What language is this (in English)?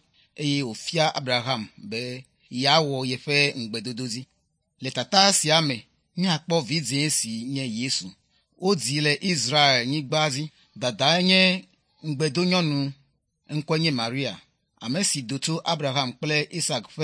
Ewe